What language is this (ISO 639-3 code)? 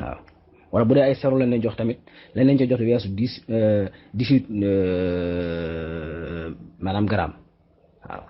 wol